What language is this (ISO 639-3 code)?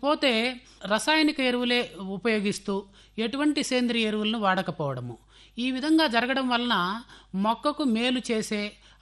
tel